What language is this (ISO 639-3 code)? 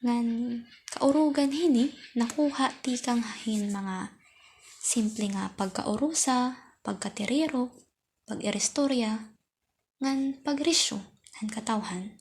war